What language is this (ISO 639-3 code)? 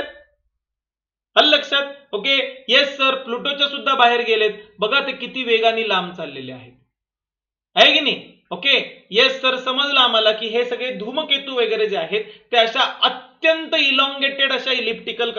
mar